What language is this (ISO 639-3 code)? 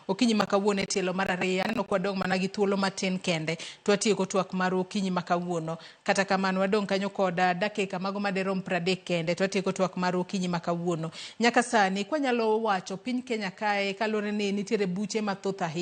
luo